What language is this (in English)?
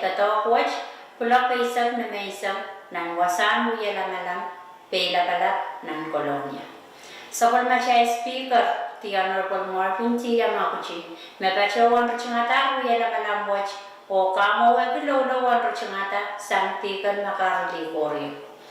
Pohnpeian